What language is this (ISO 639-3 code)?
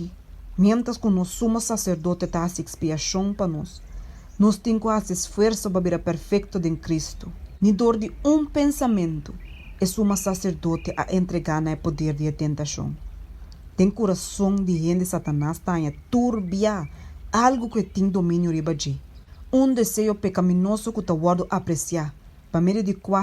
pap